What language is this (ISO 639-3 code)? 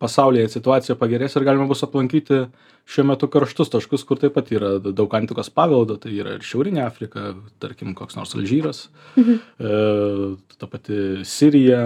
lit